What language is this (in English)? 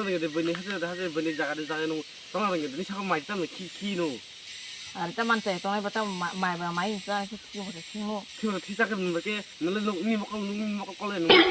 Kok Borok